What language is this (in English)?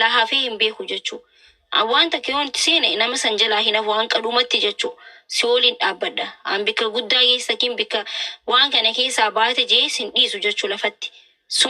Oromo